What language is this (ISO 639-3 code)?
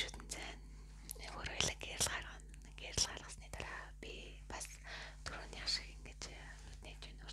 mon